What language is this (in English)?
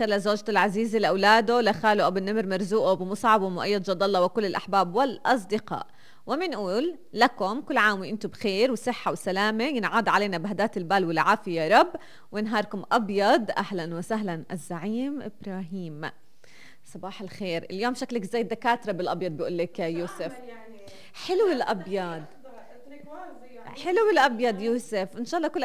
North Levantine Arabic